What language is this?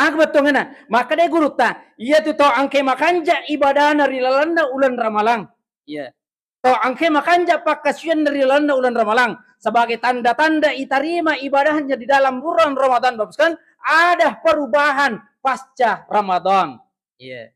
Buginese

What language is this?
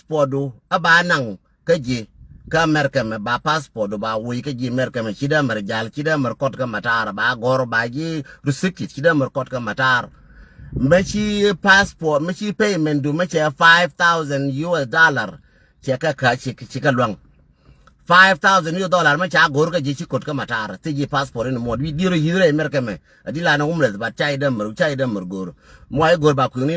Nuer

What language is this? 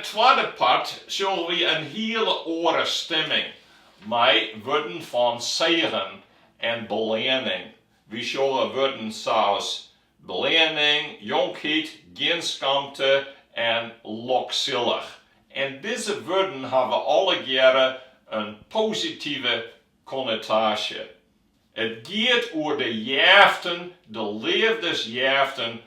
Western Frisian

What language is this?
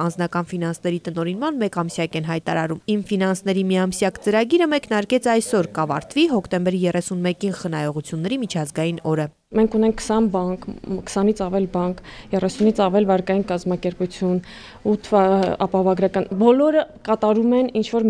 Armenian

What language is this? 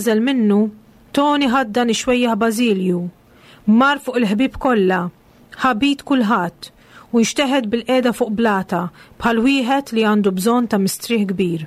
Maltese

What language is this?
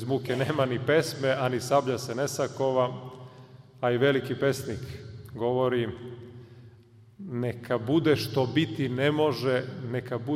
Serbian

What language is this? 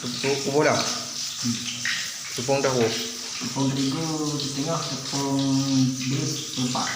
Achinese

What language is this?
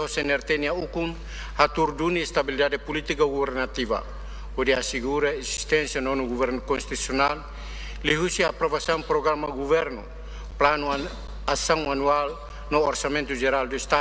Tetum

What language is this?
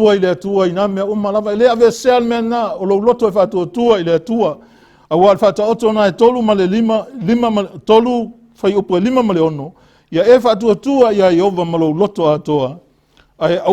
Samoan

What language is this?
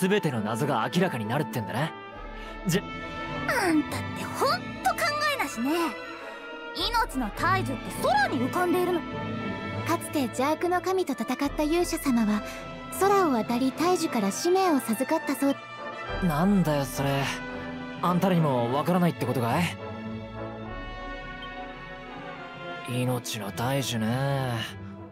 Japanese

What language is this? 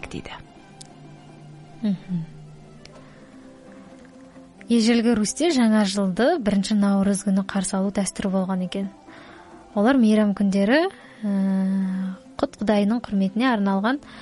Kazakh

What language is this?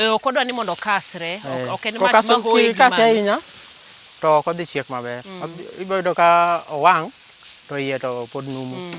Luo (Kenya and Tanzania)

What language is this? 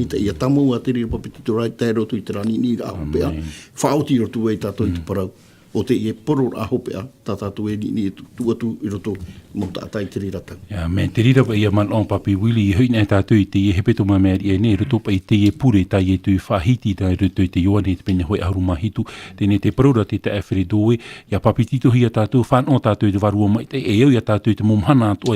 Tahitian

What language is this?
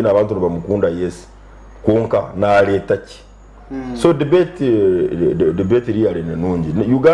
Nyankole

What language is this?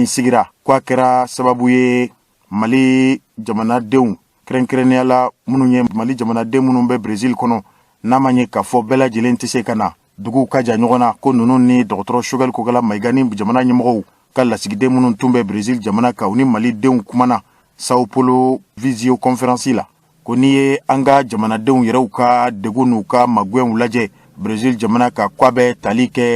Bambara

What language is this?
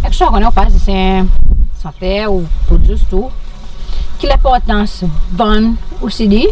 Seselwa Creole French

